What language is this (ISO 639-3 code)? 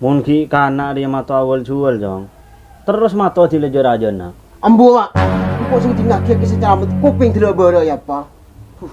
mad